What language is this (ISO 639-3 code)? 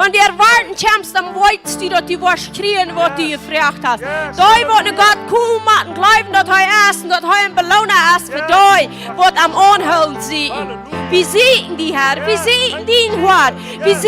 pdt